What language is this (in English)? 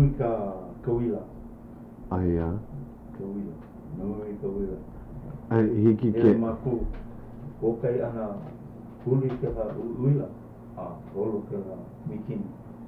Hawaiian